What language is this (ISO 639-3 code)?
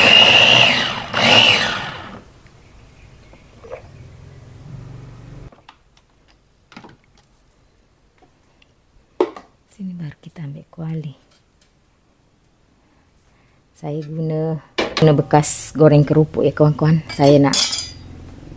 msa